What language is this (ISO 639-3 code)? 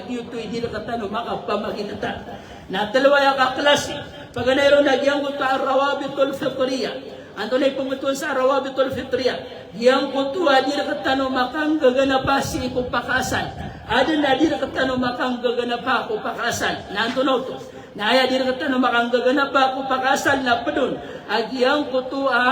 mrw